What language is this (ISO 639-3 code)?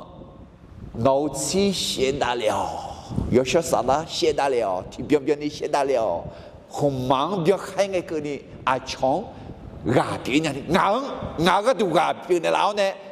ahk